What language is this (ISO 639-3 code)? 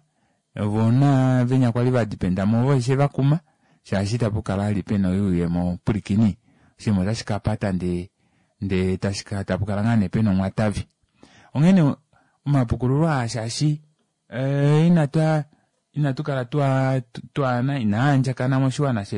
kua